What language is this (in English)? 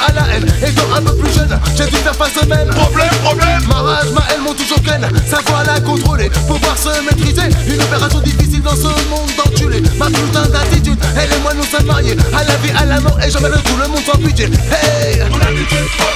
French